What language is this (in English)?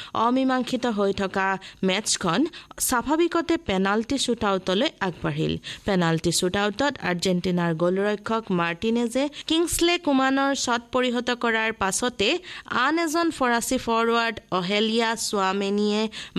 Assamese